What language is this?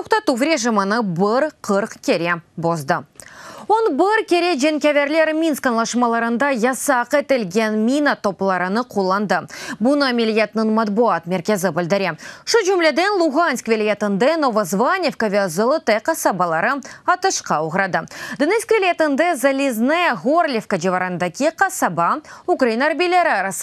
Crimean Tatar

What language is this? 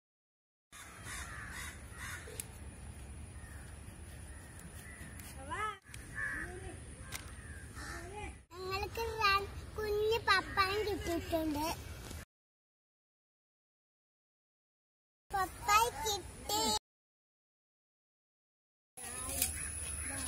Malayalam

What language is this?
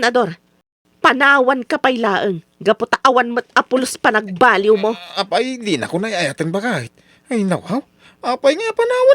Iloko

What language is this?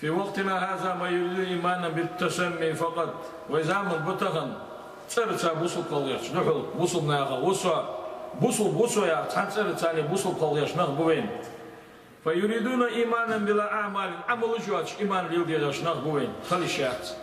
Ingush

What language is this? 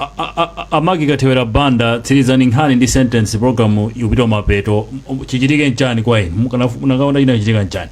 Nyanja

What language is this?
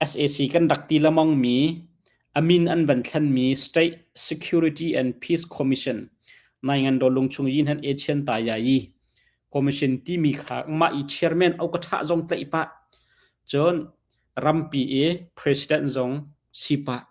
Hakha Chin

